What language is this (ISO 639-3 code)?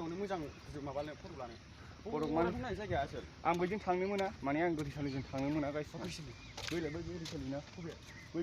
brx